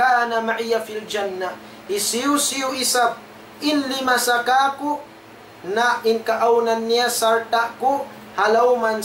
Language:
Tausug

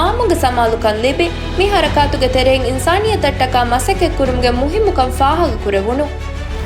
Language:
Divehi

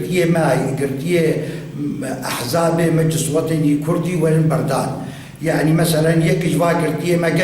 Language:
Kurdish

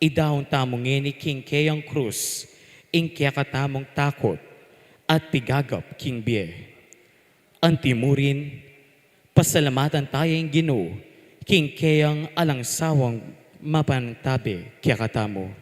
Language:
Pampanga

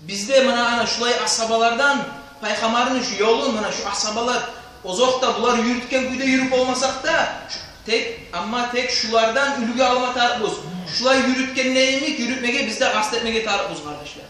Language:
Kumyk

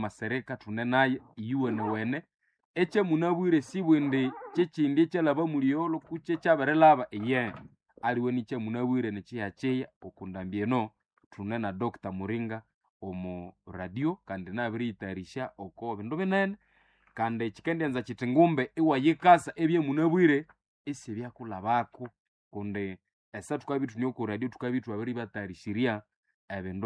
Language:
Nande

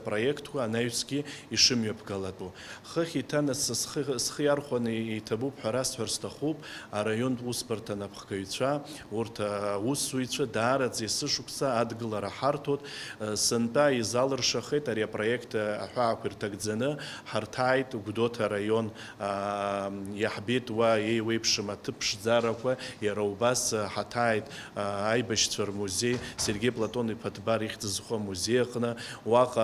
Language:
Abkhazian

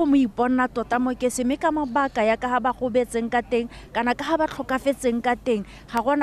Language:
Tswana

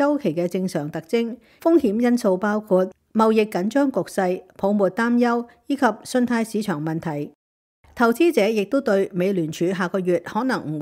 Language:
Cantonese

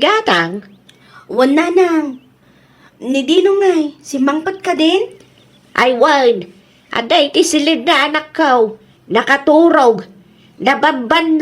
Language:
Iloko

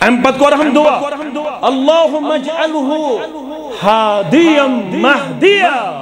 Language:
Kashmiri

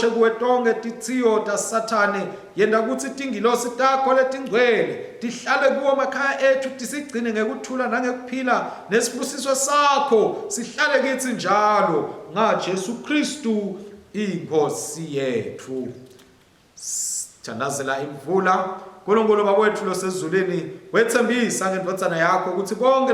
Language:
Swati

